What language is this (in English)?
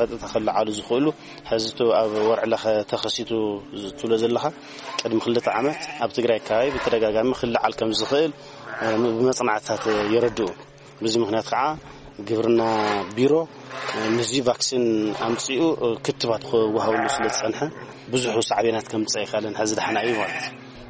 Tigrinya